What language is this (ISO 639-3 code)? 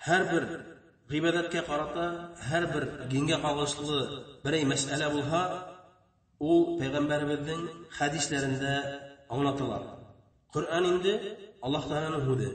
bak